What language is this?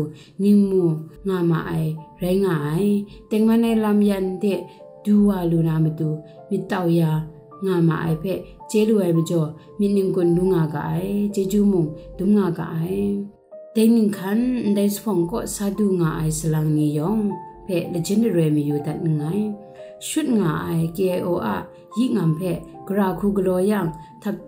Kachin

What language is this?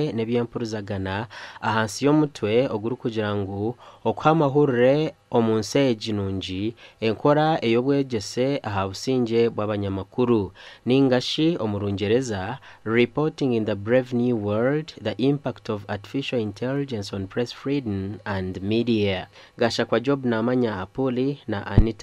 Nyankole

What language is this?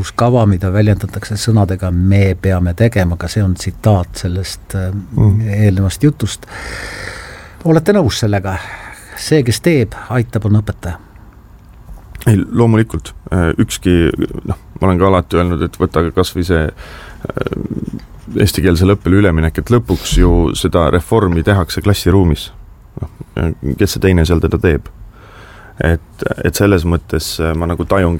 Estonian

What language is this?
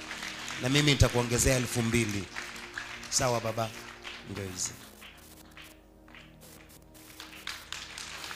Swahili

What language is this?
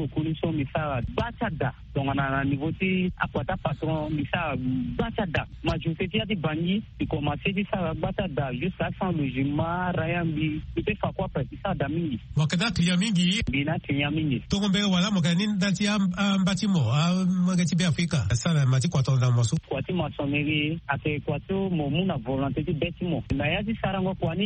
Sango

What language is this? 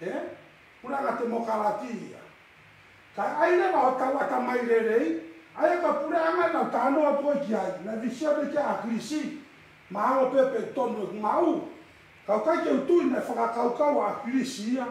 Tongan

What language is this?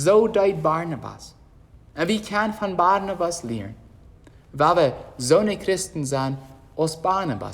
Plautdietsch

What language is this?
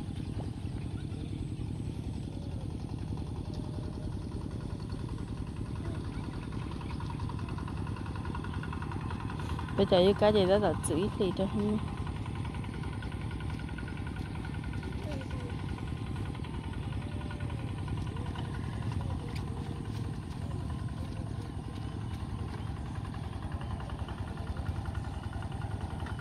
Vietnamese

